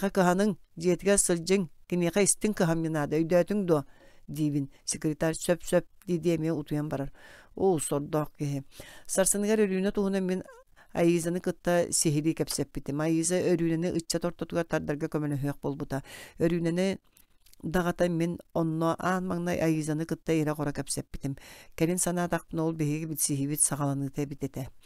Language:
Yakut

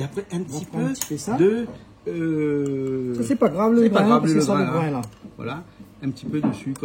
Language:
Réunion Creole French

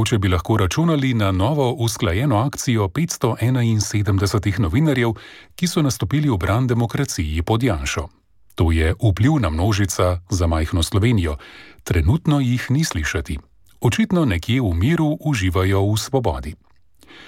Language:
Slovenian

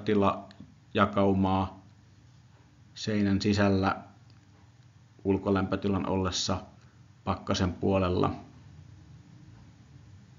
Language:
Finnish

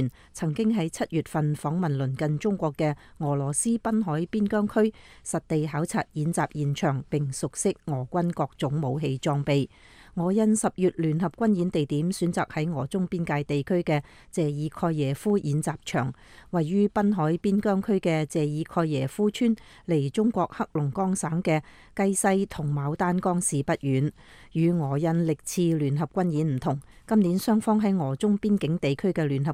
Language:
Cantonese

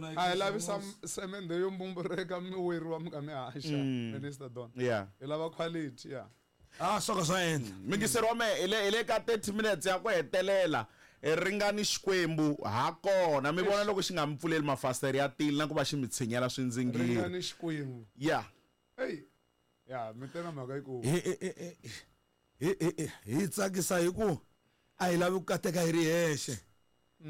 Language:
Tsonga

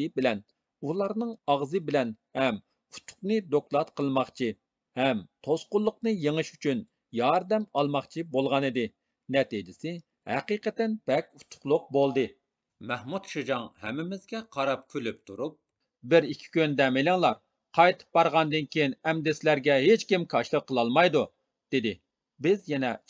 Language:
Uyghur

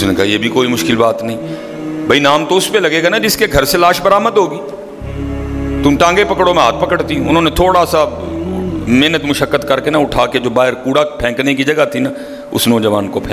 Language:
Urdu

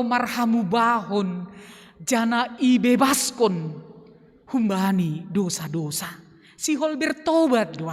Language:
Batak Simalungun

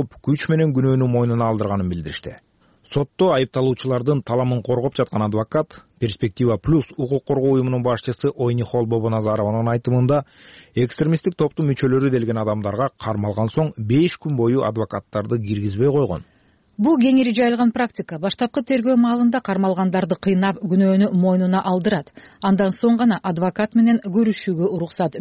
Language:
Kyrgyz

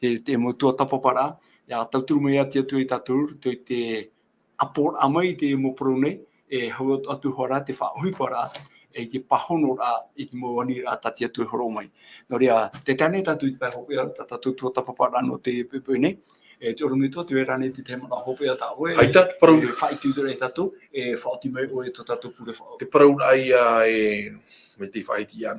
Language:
Tahitian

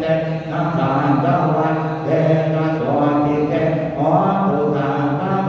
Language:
Pali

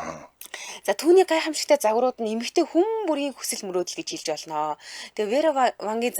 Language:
Mongolian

